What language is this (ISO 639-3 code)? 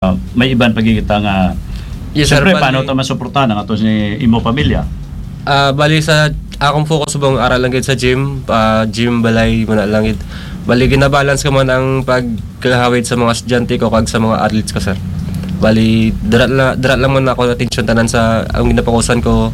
hil